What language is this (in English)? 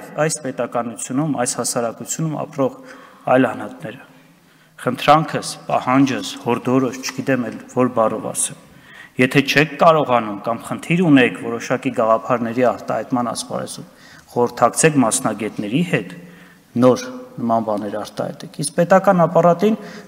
Armenian